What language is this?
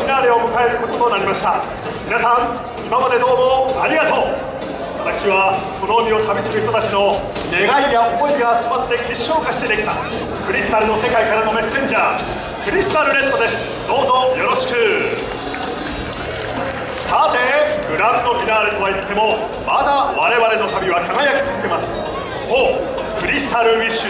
Japanese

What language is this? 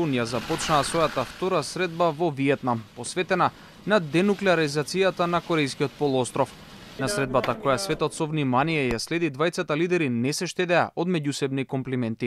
Macedonian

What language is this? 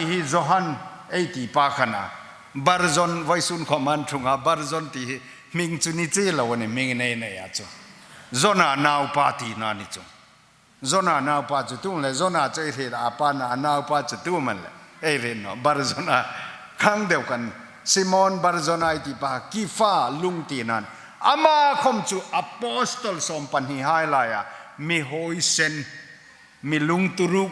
Hmar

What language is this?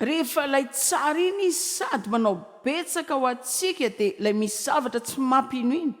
Malagasy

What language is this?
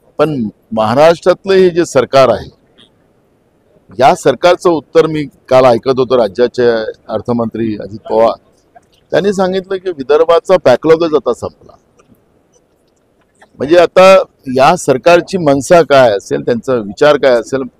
Marathi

